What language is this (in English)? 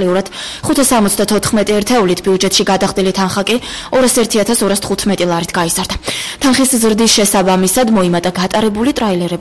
Georgian